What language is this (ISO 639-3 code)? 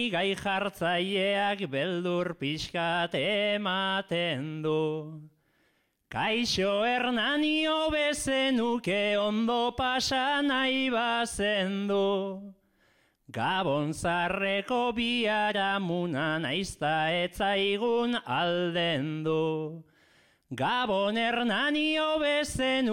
eus